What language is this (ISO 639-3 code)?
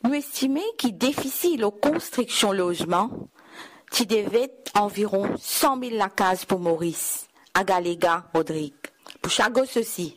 mfe